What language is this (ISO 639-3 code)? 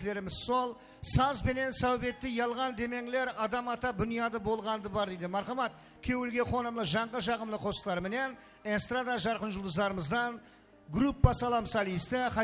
kaa